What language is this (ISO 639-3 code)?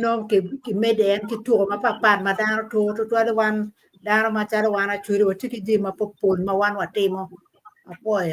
ach